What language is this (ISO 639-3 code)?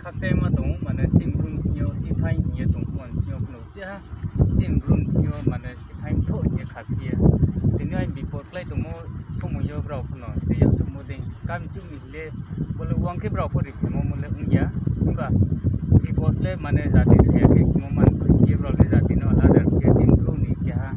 ria